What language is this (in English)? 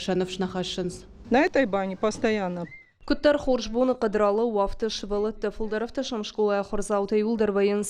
Ossetic